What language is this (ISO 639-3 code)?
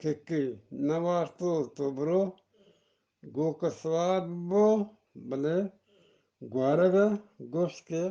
bgp